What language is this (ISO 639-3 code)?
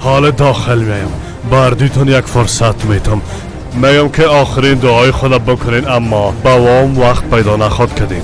fas